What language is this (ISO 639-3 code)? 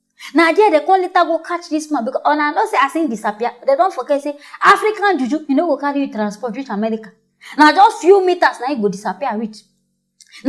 pcm